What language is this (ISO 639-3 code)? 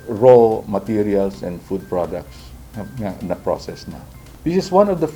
hil